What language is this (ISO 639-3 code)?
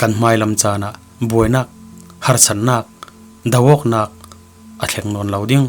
cfm